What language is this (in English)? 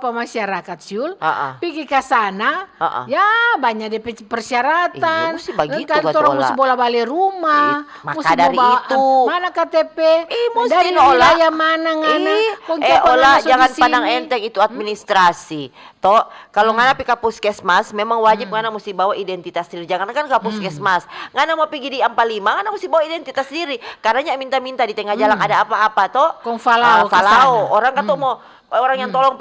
Manado Malay